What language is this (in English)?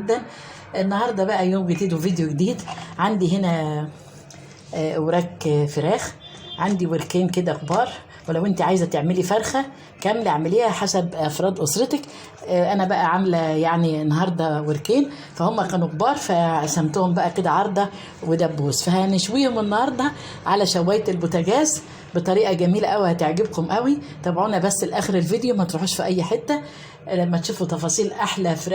Egyptian Arabic